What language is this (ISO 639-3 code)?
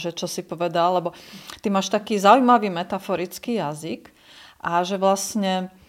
slk